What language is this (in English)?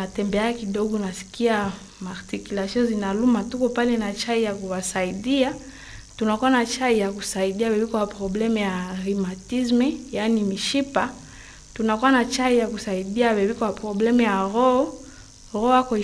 Swahili